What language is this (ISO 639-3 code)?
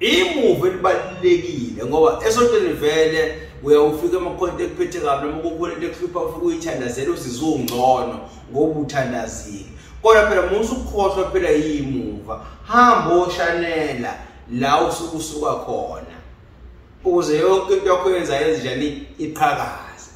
zul